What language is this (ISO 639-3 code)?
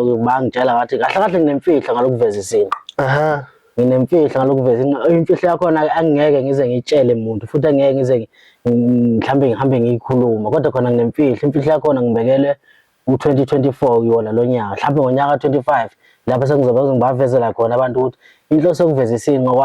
zul